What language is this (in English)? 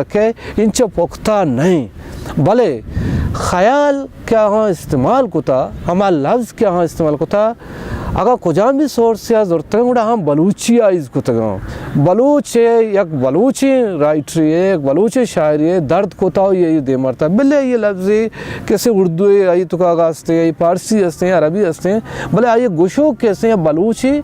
Baluchi